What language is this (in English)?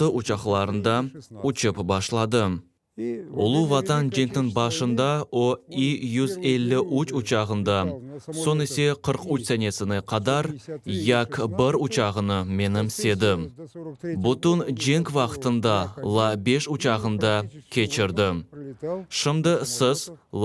Crimean Tatar